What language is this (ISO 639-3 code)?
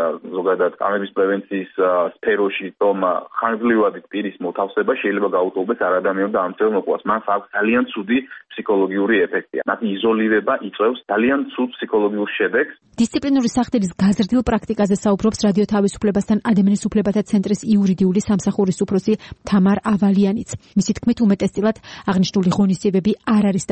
kat